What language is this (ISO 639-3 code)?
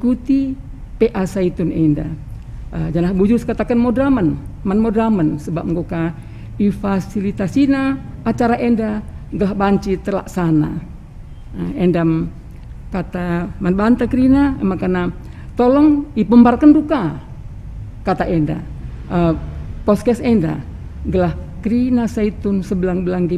btx